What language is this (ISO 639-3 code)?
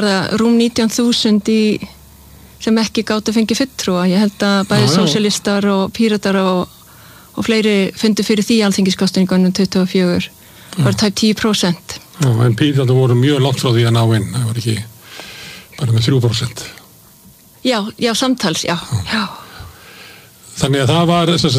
isl